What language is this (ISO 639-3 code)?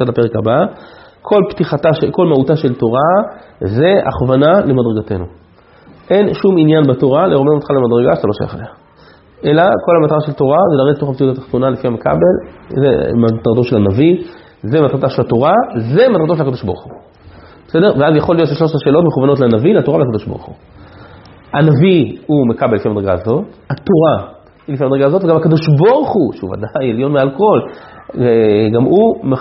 heb